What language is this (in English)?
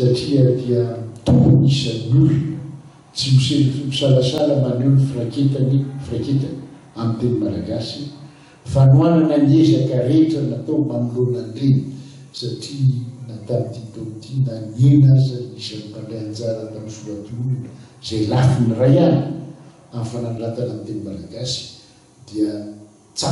Malagasy